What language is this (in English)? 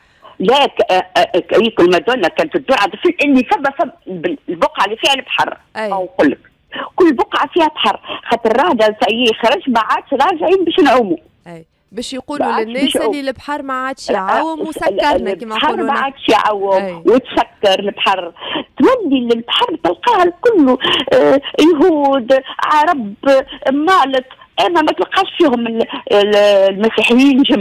Tunisian Arabic